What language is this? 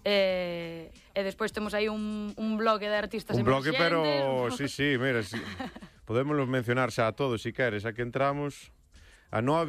Galician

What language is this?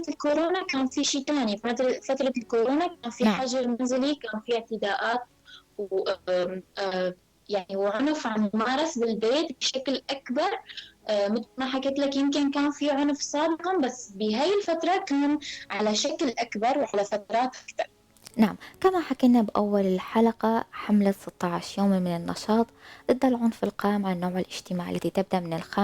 North Levantine Arabic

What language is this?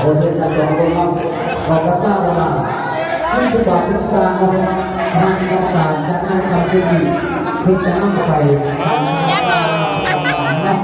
Lao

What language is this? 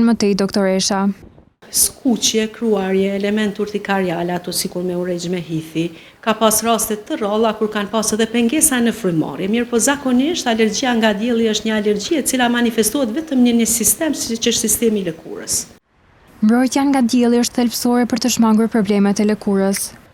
Albanian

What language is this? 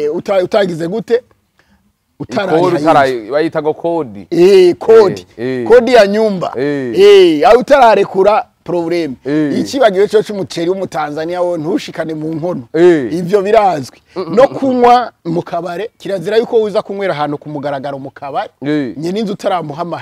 Rundi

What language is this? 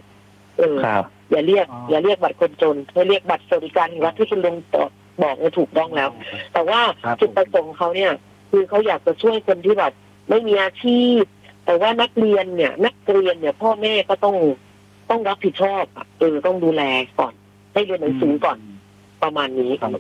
Thai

